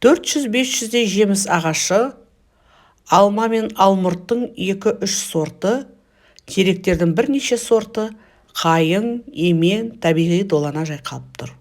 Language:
Kazakh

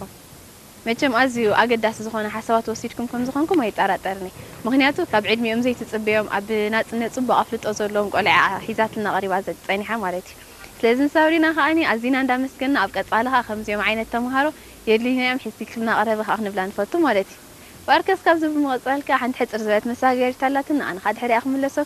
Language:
Tigrinya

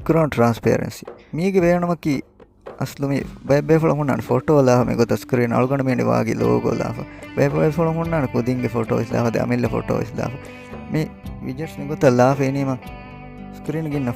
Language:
Divehi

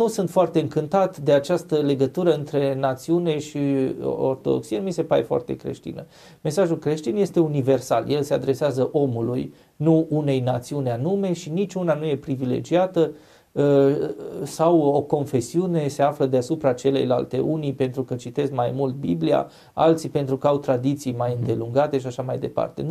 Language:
Romanian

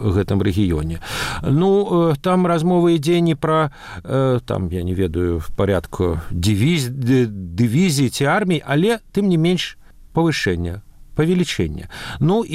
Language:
Belarusian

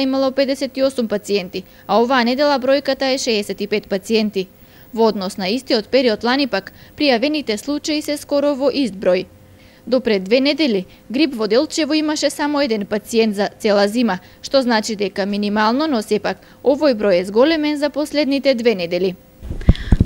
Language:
Macedonian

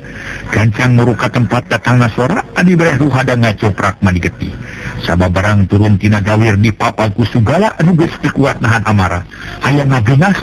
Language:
Sundanese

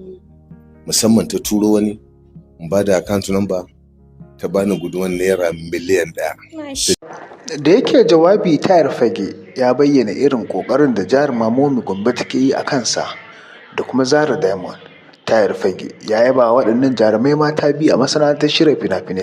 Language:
Hausa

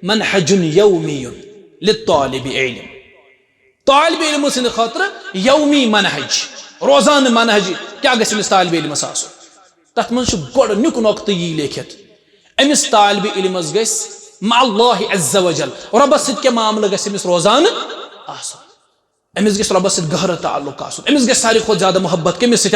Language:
Kashmiri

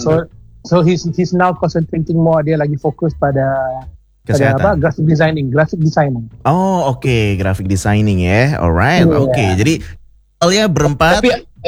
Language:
Indonesian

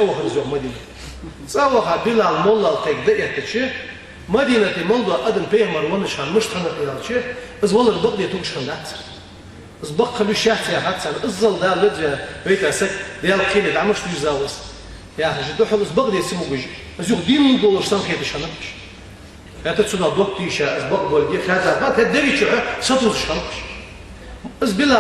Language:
Ingush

